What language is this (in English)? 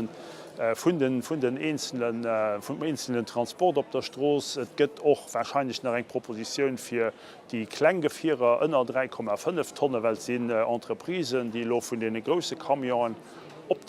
Luxembourgish